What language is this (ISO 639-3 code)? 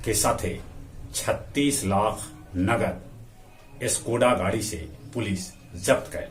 mag